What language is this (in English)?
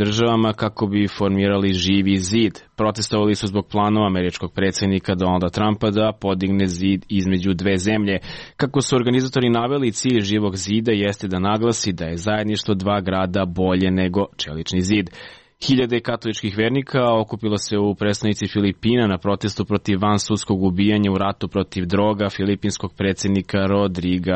Serbian